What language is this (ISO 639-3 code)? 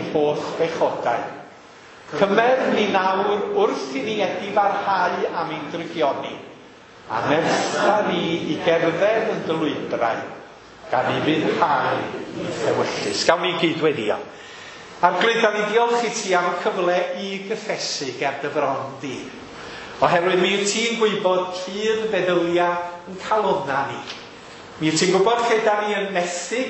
cym